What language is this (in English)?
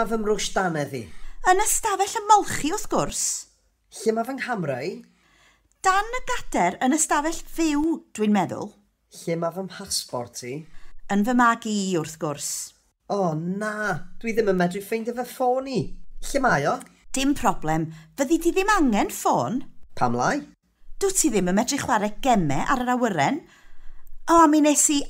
Welsh